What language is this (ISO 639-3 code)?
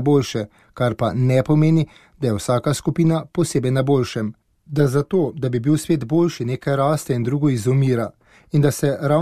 slv